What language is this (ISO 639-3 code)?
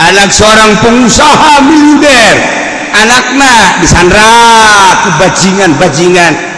sun